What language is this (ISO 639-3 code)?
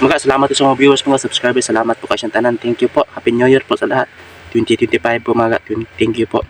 ceb